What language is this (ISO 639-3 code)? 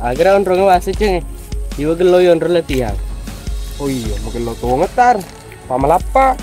bug